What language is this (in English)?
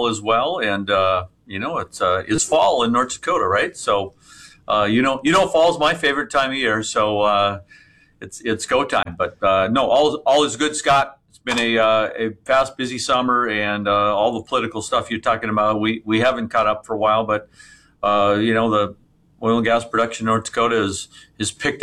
English